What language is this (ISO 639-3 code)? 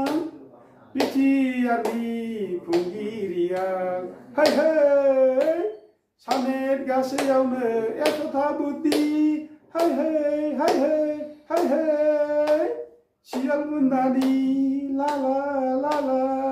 brx